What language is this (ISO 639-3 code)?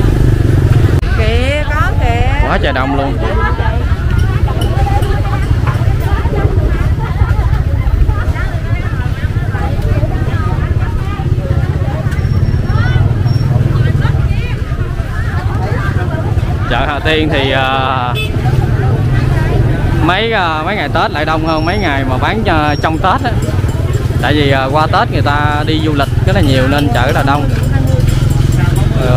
vie